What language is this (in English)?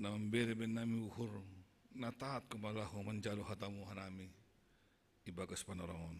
Batak Simalungun